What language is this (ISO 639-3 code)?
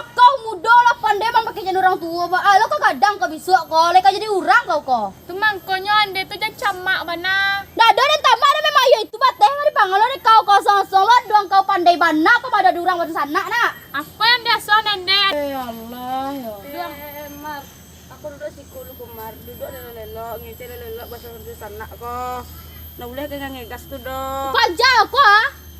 min